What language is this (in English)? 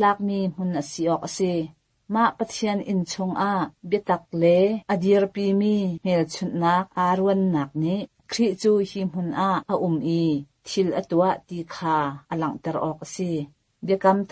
Hakha Chin